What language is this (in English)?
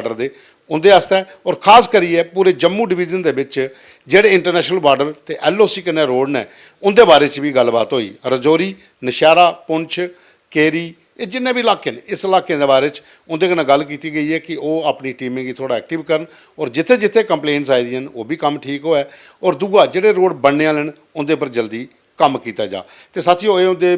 Dogri